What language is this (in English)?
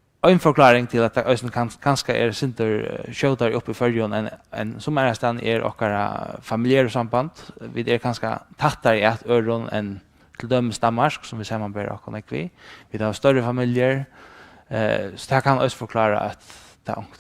Faroese